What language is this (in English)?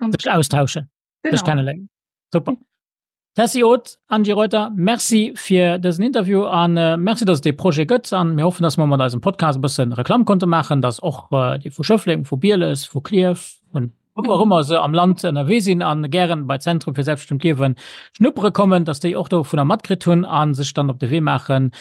Luxembourgish